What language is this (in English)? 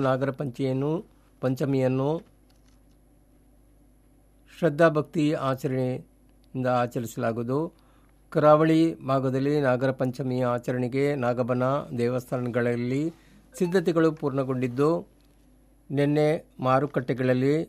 Kannada